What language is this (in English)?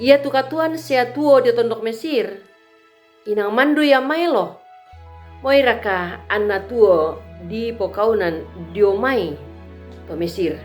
Toraja-Sa'dan